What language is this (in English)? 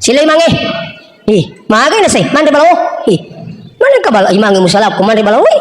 Buginese